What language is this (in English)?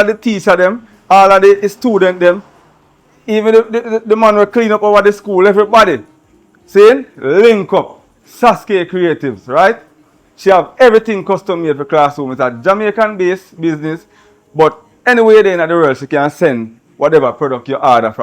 Jamaican Creole English